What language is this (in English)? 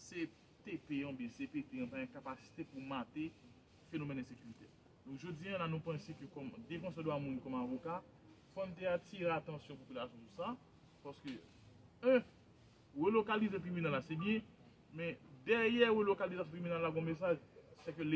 Haitian Creole